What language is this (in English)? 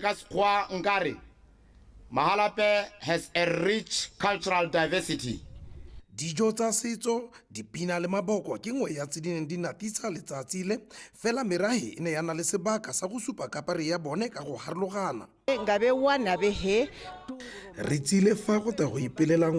Tswana